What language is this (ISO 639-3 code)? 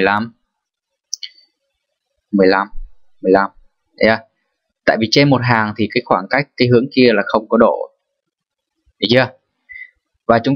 vie